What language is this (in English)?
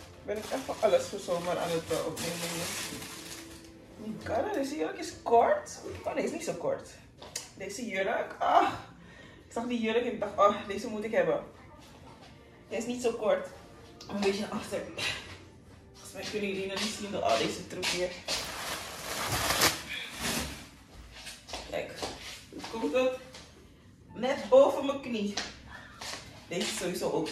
Dutch